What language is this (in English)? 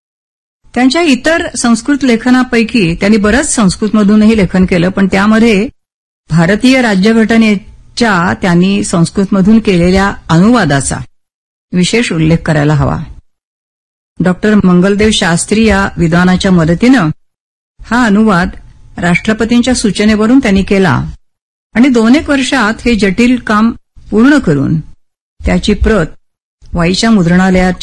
Marathi